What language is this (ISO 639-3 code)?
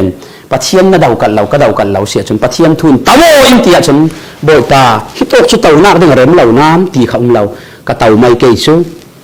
cfm